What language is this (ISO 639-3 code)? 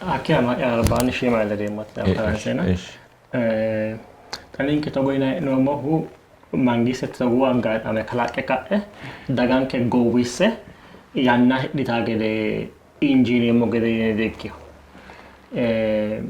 sid